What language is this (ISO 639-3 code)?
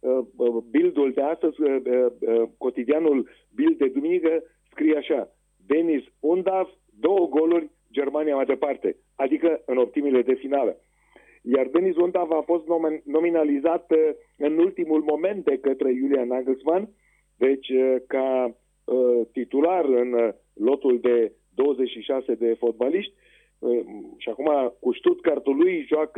ron